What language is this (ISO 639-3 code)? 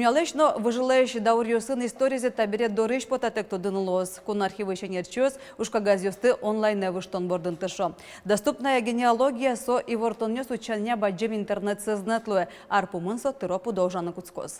udm